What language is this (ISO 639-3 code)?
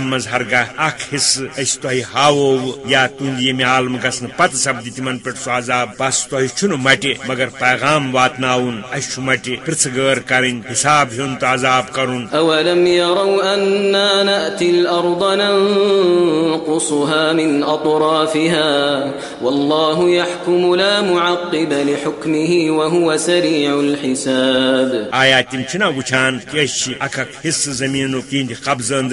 kas